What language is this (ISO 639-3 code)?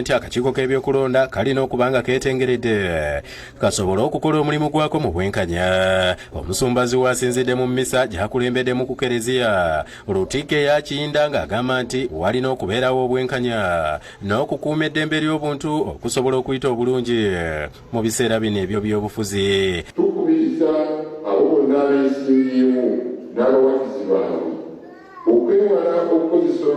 lug